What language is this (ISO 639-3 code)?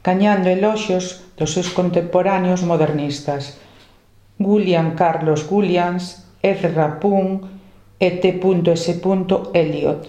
glg